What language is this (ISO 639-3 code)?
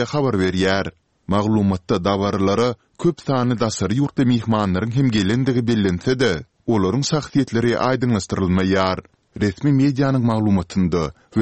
tuk